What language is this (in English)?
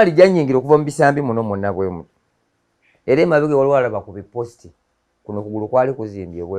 Ganda